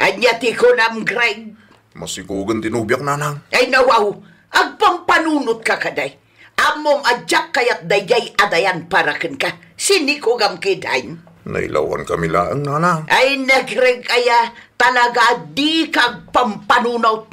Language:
Iloko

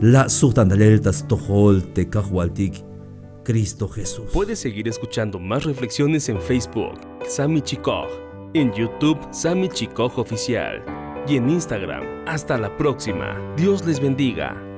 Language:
Tzeltal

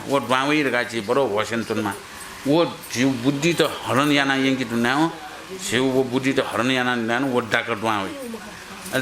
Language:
Newari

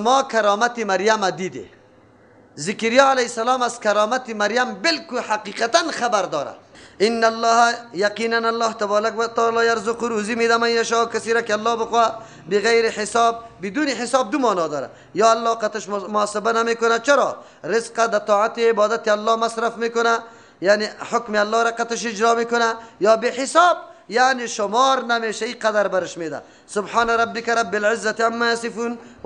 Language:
Persian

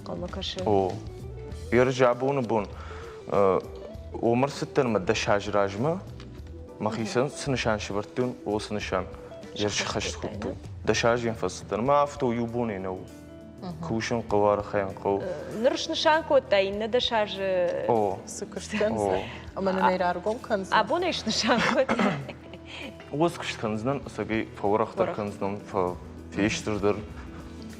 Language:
Ossetic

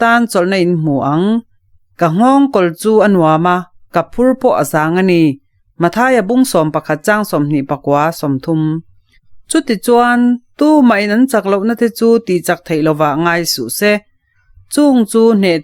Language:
Mizo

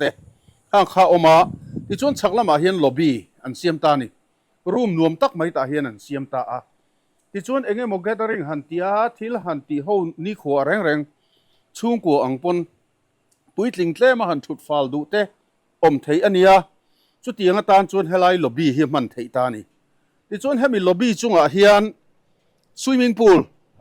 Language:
Mizo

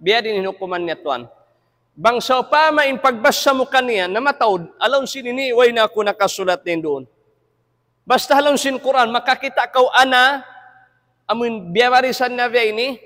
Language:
Tausug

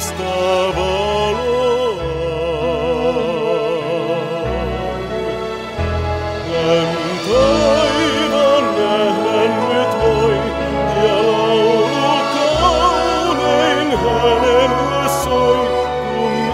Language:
Finnish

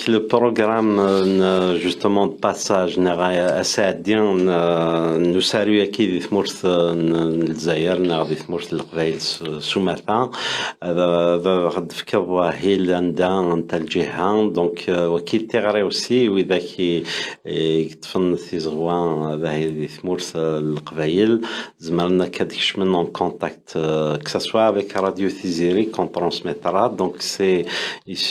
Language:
Kabyle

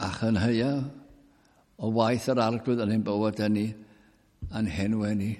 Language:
Welsh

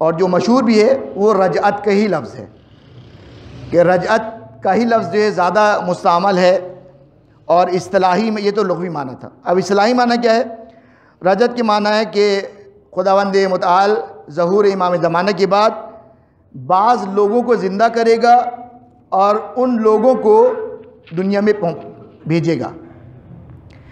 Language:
Urdu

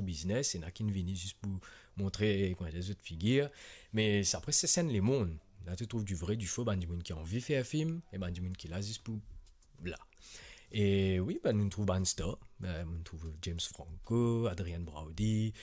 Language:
Morisyen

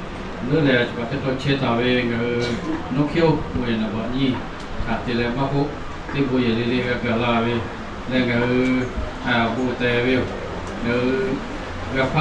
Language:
Lahu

